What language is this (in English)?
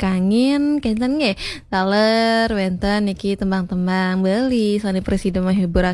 Balinese